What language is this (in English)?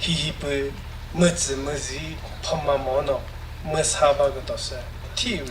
Chokri Naga